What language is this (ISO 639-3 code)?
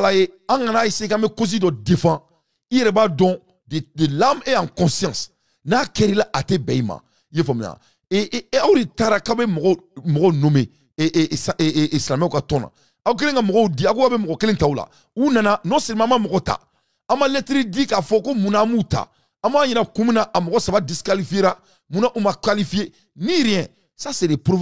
bam